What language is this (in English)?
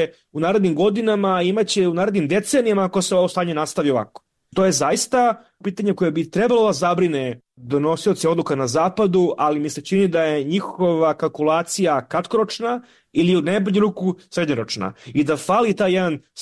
Serbian